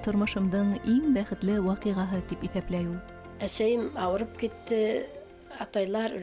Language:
Bashkir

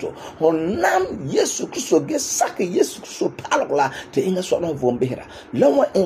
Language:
Frafra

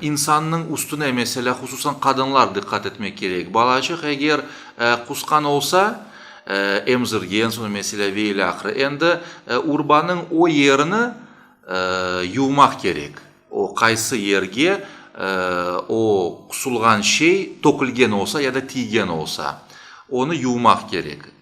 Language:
Crimean Tatar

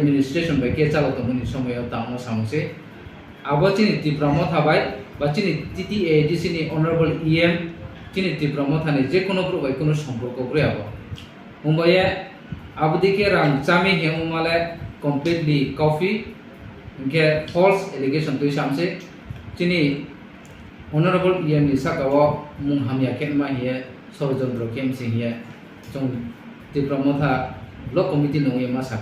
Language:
Riang (India)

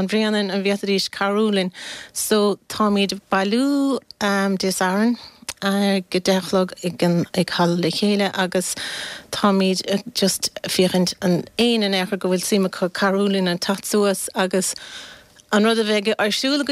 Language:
Irish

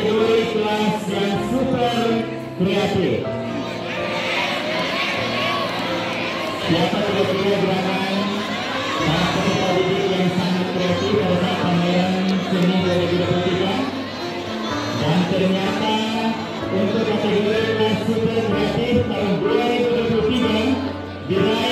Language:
Indonesian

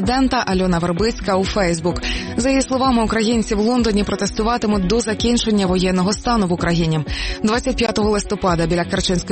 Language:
Ukrainian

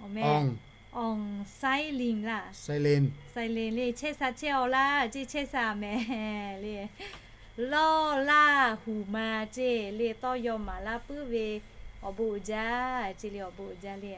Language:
Lahu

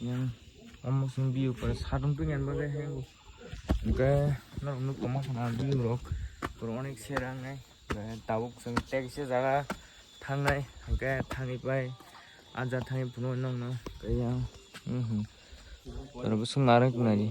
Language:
Kok Borok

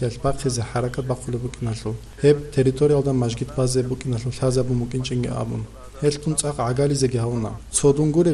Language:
Avaric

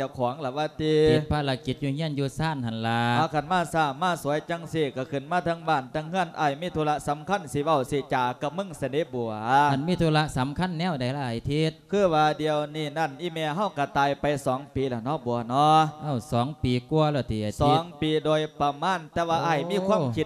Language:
Lao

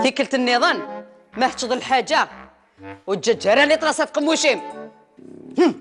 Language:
Kabyle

